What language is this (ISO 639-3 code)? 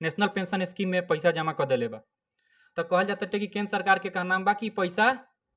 bho